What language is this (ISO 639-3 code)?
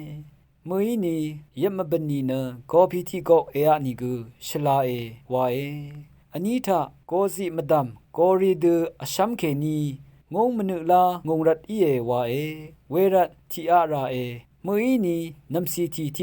raw